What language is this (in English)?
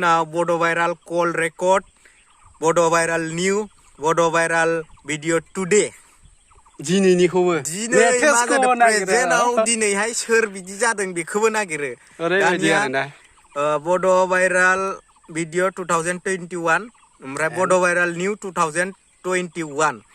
Bodo